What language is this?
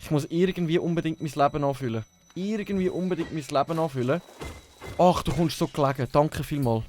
Swiss German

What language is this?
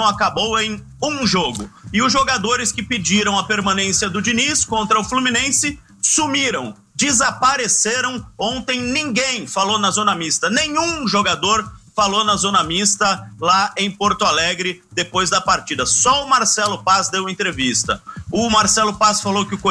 Portuguese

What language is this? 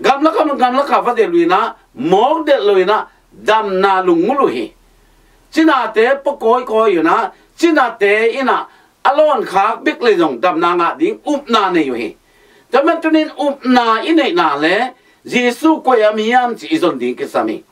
Tedim Chin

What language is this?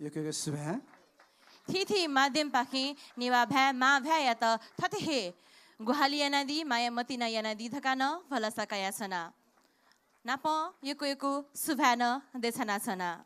Newari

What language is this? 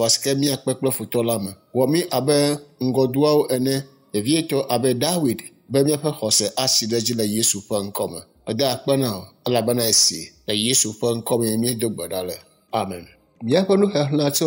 Ewe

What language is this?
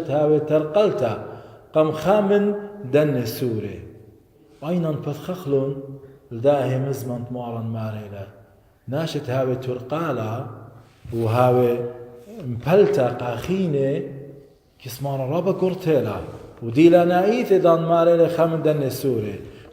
Assyrian Neo-Aramaic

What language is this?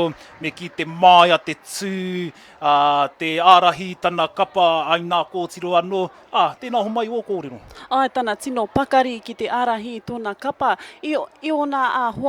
Māori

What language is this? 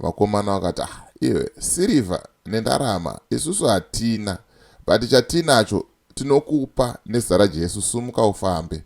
Shona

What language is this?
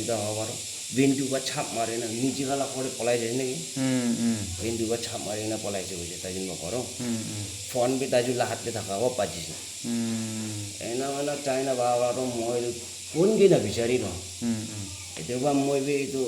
Naga Pidgin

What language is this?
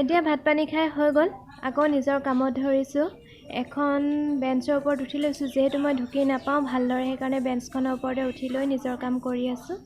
Assamese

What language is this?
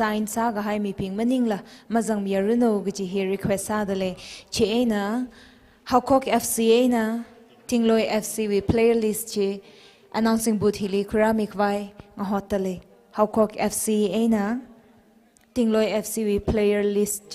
Tangkhul Naga (India)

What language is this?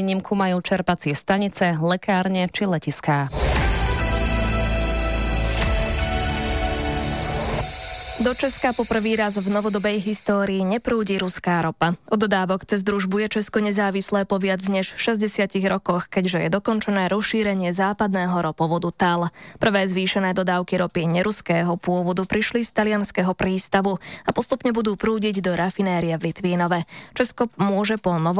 Slovak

